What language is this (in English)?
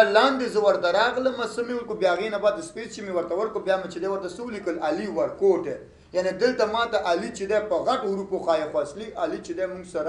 Pashto